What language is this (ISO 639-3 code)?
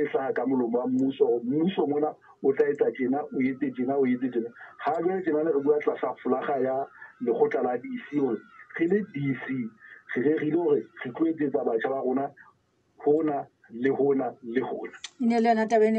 sot